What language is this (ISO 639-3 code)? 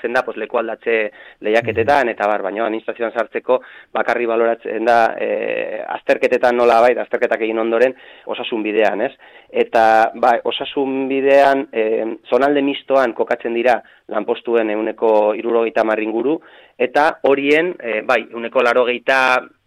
eus